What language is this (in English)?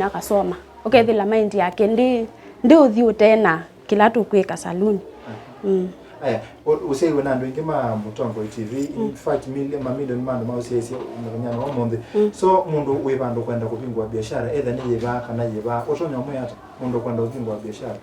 Kamba